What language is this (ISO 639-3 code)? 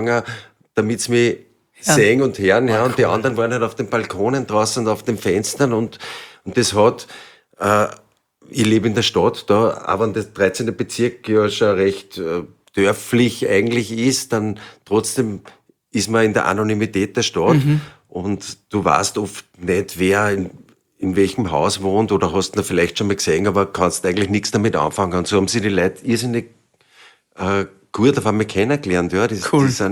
deu